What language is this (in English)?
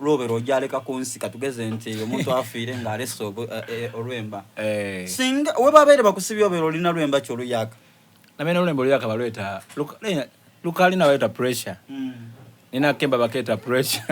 Soga